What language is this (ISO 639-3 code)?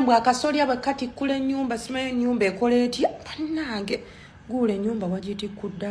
lug